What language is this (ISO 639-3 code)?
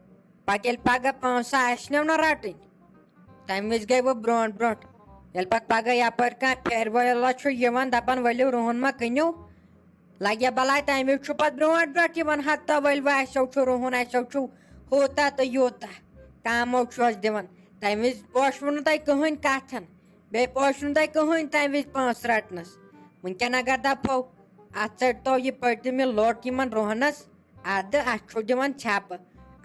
kas